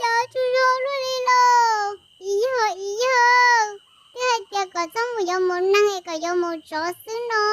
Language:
Hmong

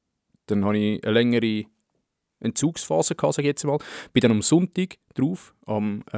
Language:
Swiss German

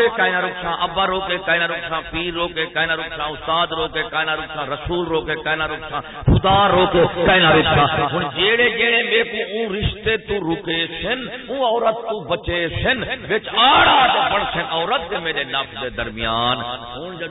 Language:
Saraiki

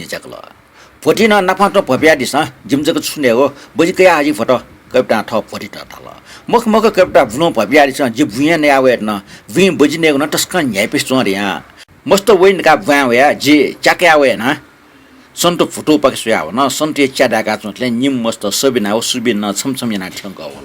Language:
Newari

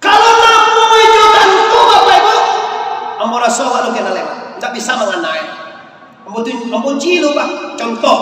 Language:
Minangkabau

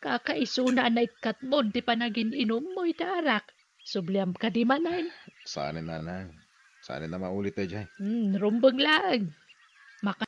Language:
Iloko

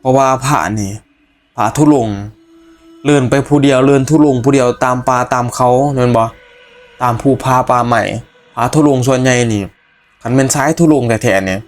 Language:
Northeastern Thai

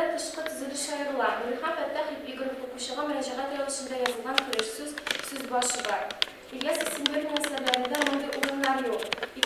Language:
Tatar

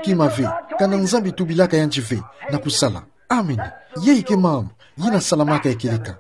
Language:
Kituba (Democratic Republic of Congo)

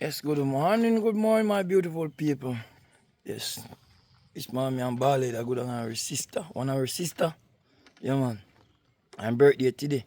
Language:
Jamaican Creole English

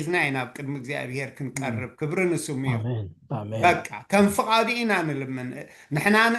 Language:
Tigrinya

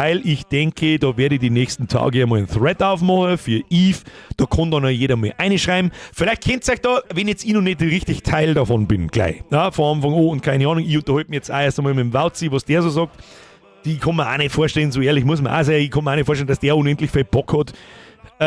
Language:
Bavarian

